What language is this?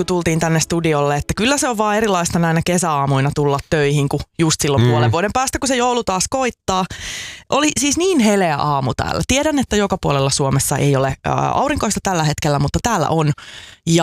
Finnish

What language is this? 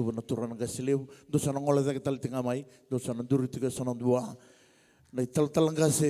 Fijian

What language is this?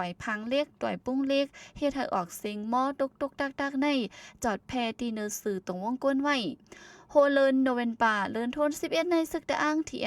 Shan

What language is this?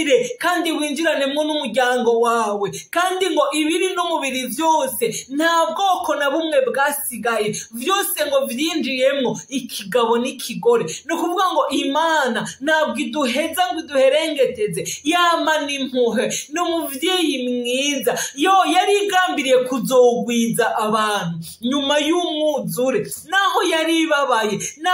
Rundi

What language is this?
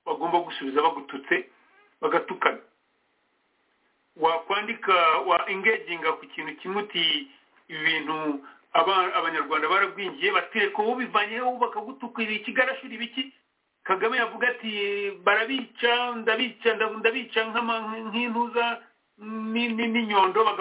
Kinyarwanda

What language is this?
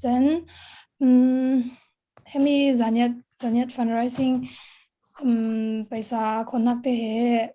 Falam Chin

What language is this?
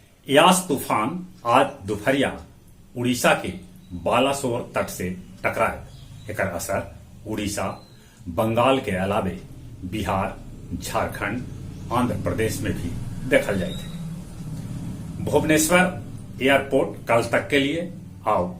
Magahi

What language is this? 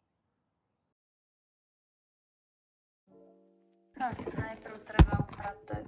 Slovak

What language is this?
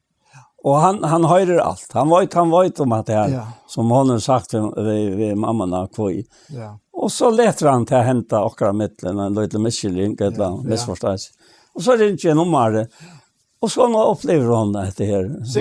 Faroese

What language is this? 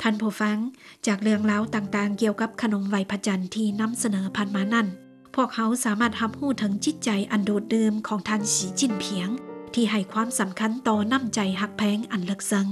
Lao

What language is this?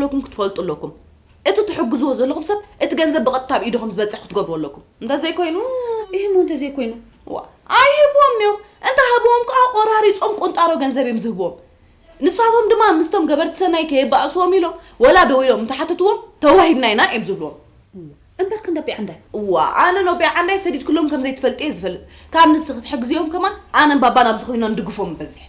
Tigrinya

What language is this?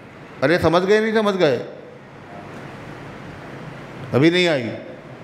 Urdu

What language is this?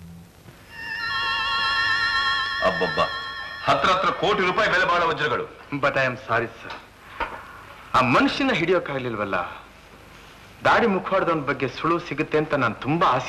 Kannada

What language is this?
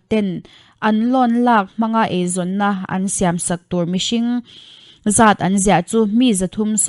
Mizo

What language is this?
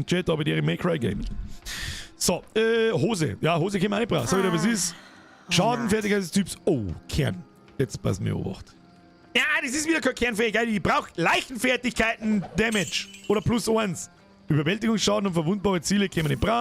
Bavarian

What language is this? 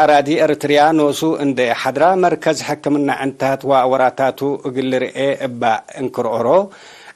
Tigre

